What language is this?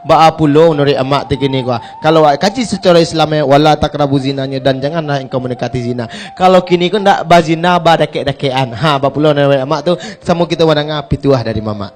Minangkabau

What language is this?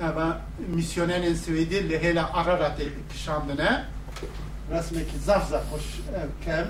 Kurdish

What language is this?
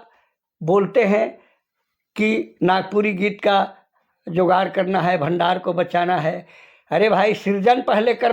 Sadri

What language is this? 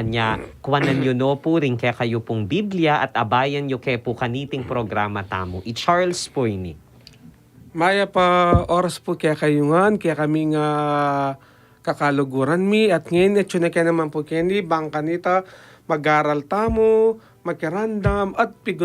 Pampanga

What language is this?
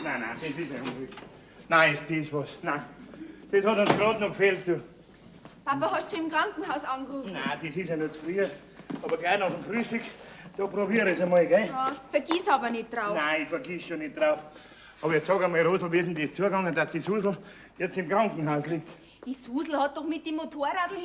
Bavarian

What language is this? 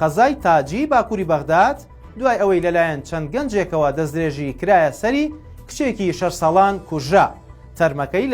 Central Kurdish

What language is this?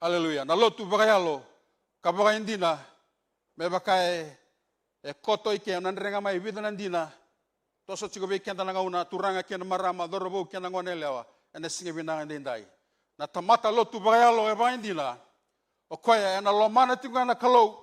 Fijian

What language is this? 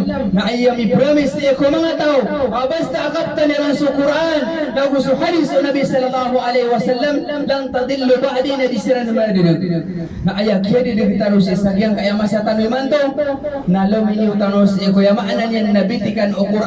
Maranao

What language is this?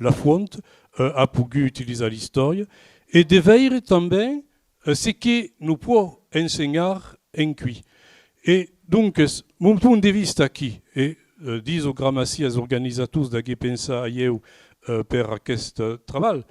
Occitan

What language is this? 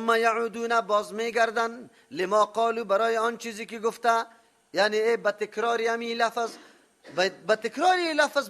Persian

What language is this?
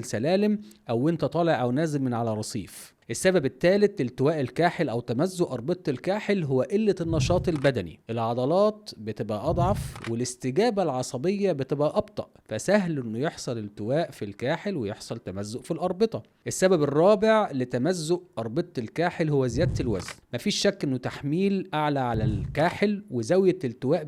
Egyptian Arabic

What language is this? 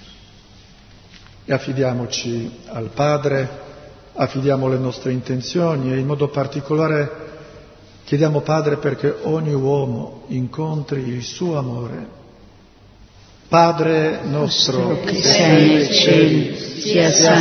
Italian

